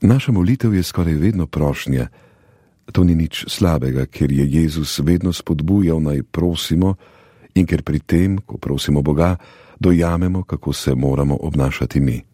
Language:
Slovenian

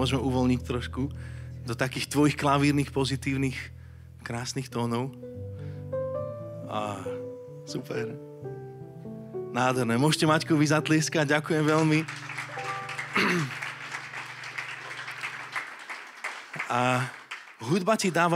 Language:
Slovak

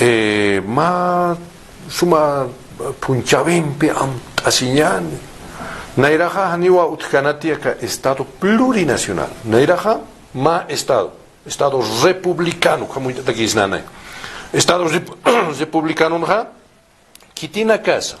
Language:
Aymara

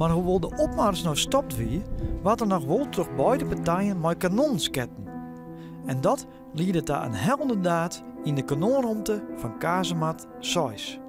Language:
Western Frisian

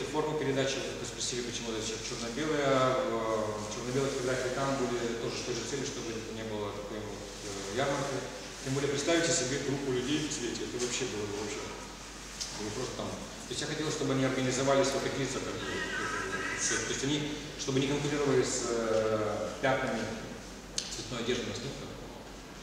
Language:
Russian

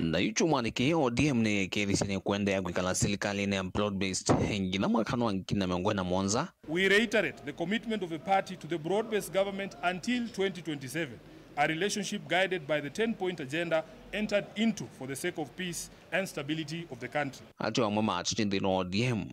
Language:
Kamba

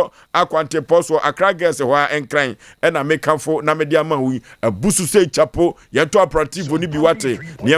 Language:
Akan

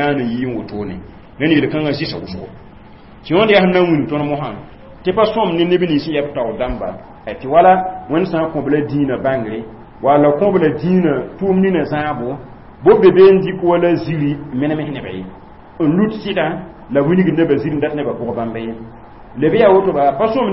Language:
Mossi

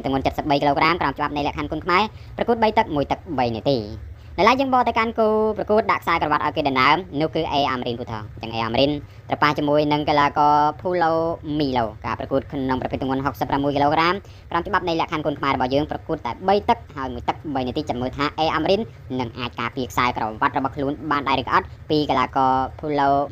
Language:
Khmer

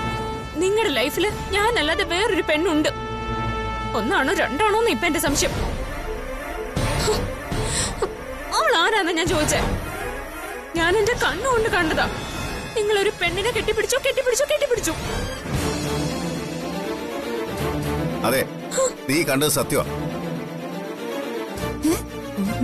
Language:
Malayalam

